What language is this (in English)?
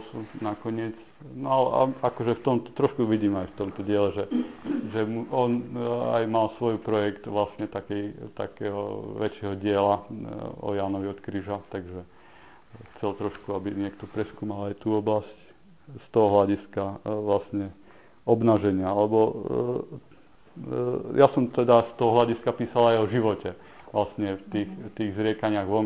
Slovak